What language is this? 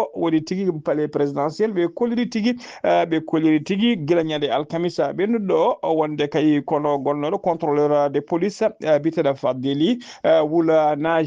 Fula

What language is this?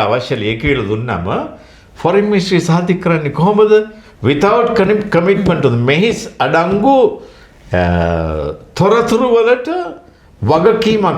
Sinhala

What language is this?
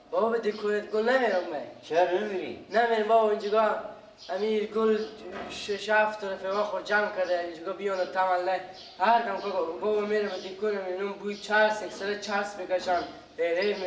Persian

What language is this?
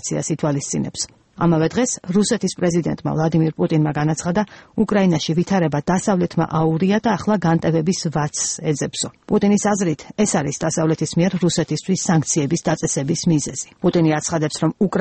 Georgian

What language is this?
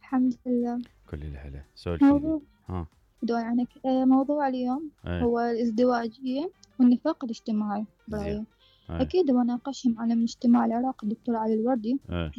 Mesopotamian Arabic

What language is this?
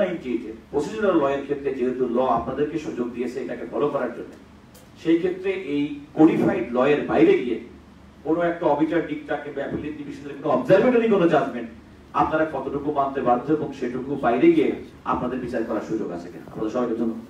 Bangla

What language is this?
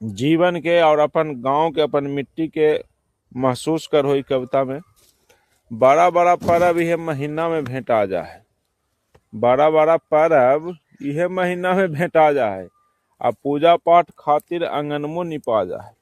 Magahi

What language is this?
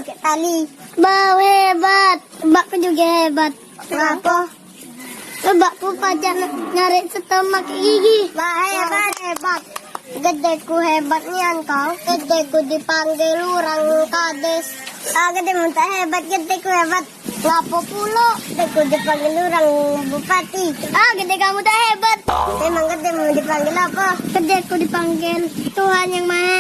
Musi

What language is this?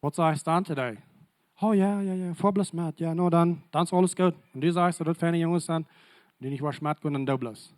Plautdietsch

